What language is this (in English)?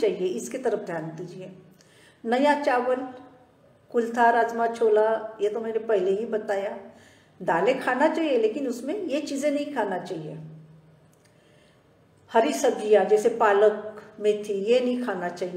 Hindi